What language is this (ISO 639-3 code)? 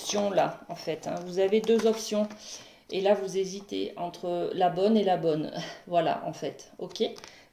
fra